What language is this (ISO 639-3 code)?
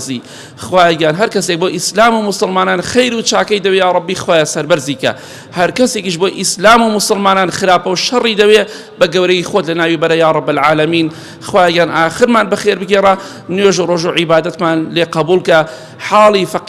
ckb